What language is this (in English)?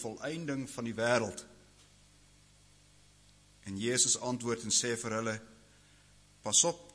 Afrikaans